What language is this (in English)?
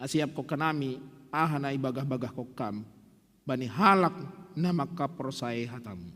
Batak Simalungun